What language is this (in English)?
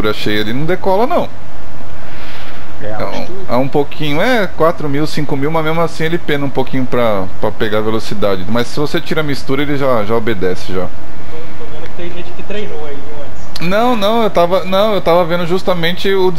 Portuguese